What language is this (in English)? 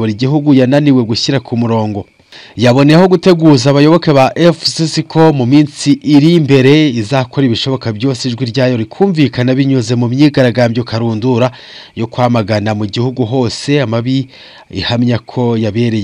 Kinyarwanda